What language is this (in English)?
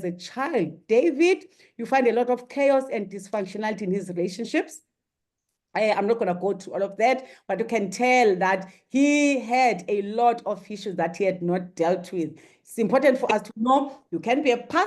English